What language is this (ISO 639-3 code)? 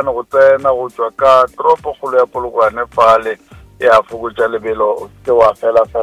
nso